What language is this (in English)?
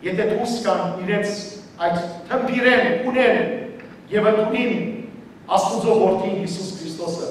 Western Armenian